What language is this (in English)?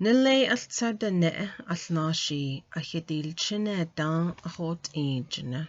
Navajo